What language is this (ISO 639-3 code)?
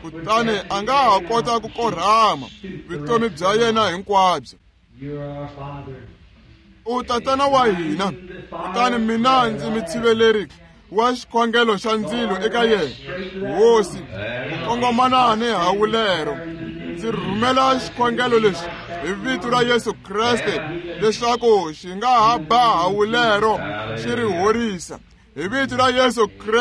tso